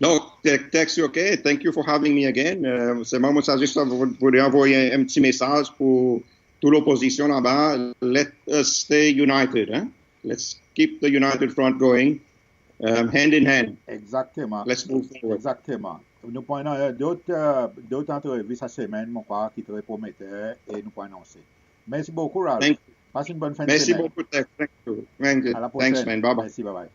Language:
Seselwa Creole French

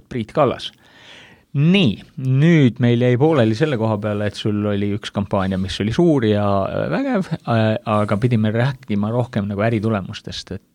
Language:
Estonian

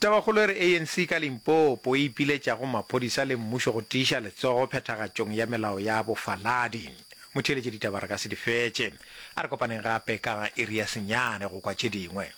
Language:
Northern Sotho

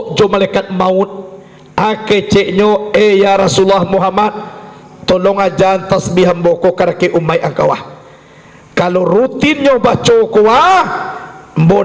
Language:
Minangkabau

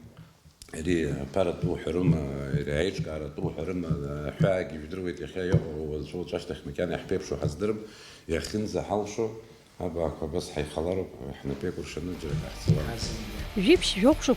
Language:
Abkhazian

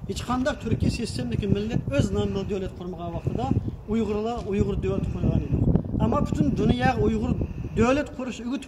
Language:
Uyghur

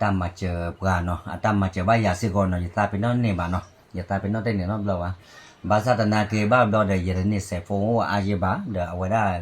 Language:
S'gaw Karen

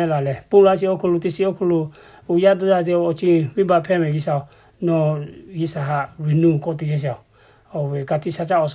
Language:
Lahu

